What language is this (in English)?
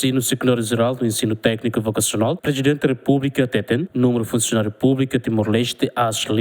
Tetum